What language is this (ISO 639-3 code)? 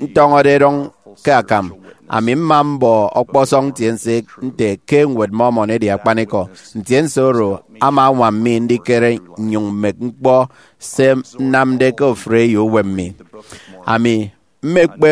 efi